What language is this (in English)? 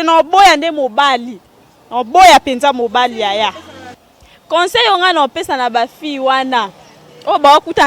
Lingala